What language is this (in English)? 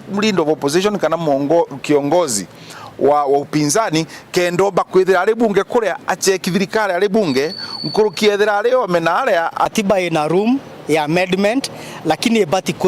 Meru